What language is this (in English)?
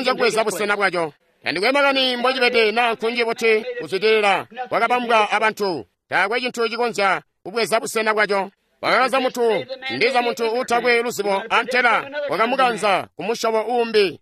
Tonga (Zambia)